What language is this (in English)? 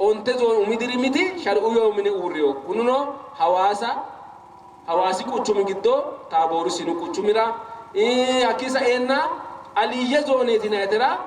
Sidamo